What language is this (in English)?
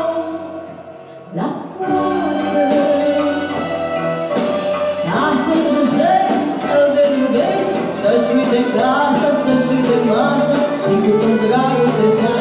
Romanian